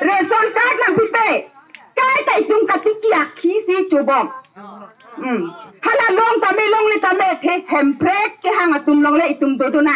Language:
Karbi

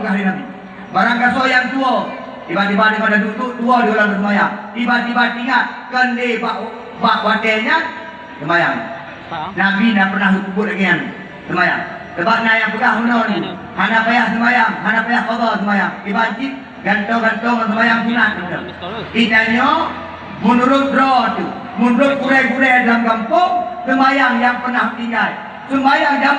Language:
Achinese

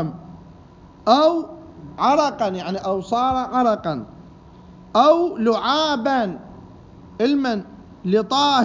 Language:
Mesopotamian Arabic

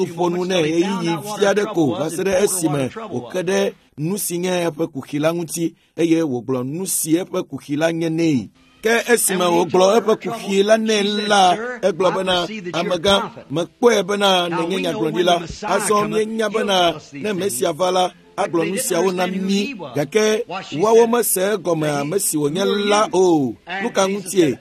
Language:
Ewe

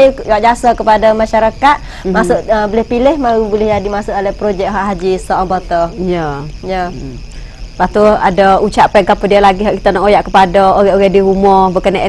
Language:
Malay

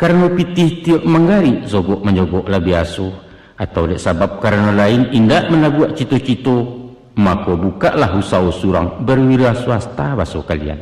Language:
Minangkabau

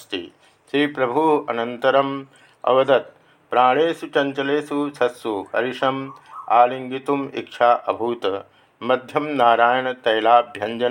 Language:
Sanskrit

